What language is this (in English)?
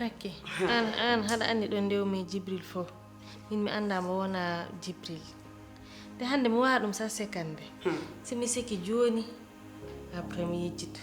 Fula